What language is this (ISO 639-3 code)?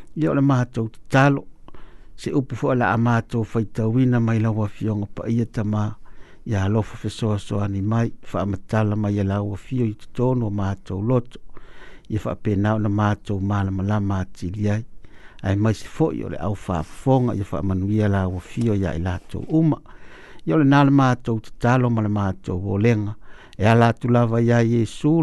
smo